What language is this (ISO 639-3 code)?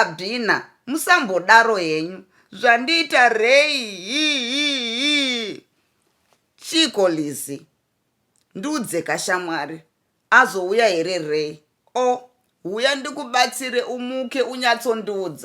sna